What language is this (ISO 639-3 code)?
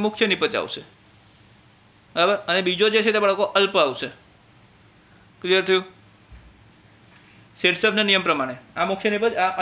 guj